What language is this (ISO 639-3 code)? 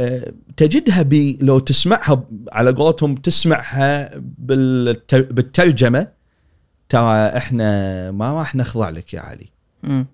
afb